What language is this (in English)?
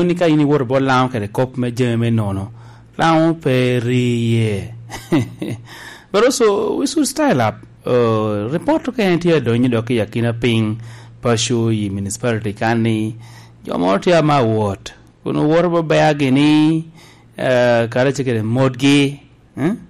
Lango (Uganda)